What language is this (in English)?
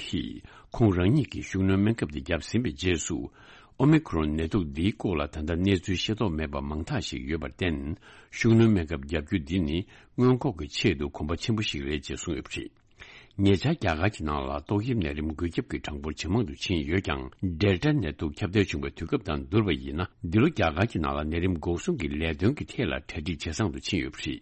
Tibetan